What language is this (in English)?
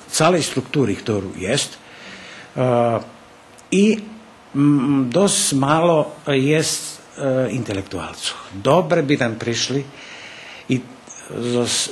Rusyn